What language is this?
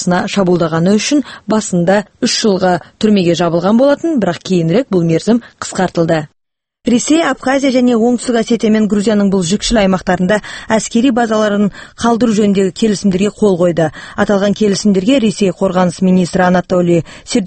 Kazakh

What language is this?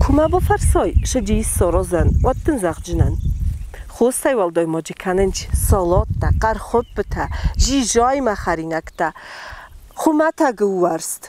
Ossetic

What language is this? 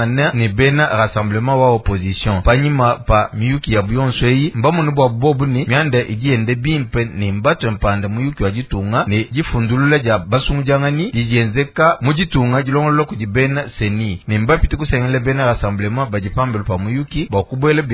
Luba-Lulua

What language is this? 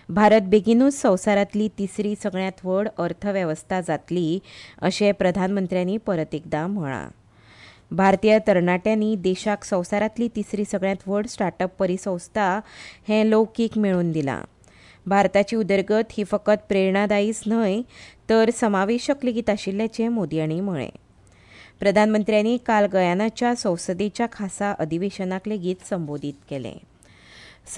Konkani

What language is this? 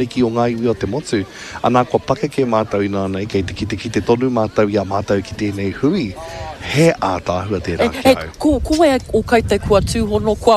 Māori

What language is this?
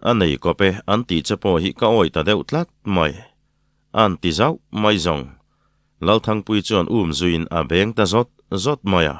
Mizo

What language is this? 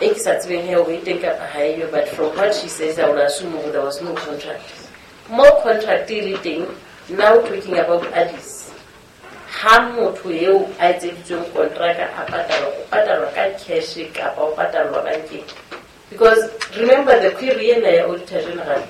Southern Sotho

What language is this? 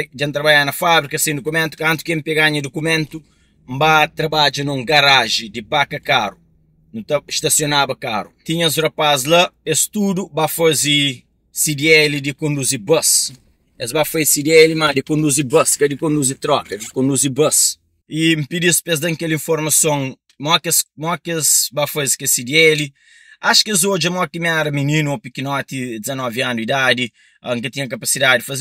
Kabuverdianu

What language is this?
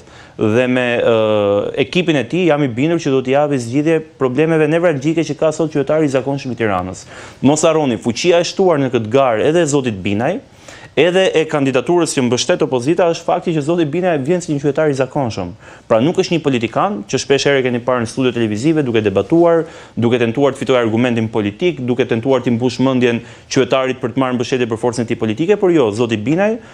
Albanian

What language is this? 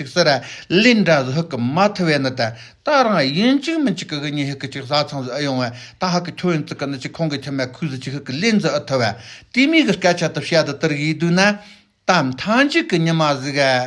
Tibetan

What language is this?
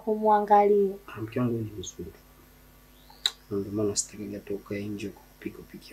Swahili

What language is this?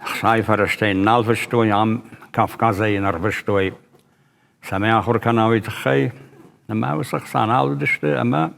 Ossetic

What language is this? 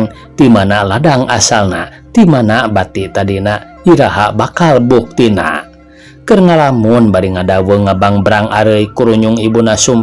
Sundanese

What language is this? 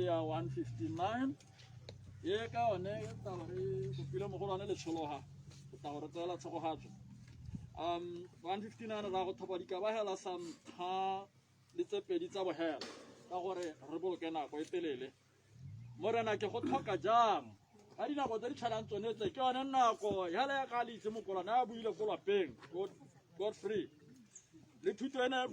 Tswana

